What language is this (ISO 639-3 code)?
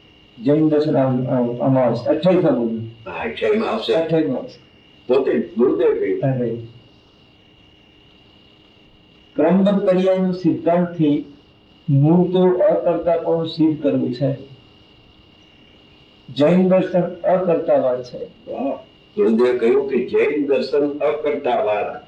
guj